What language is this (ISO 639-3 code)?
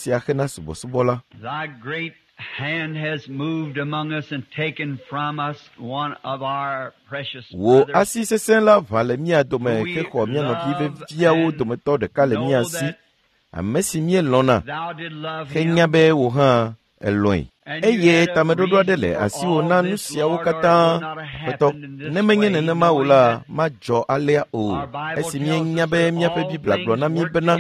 ewe